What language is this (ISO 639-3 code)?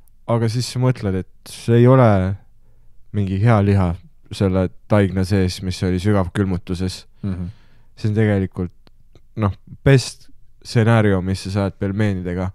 est